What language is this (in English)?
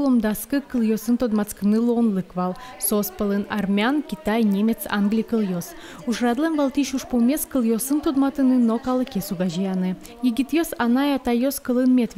Udmurt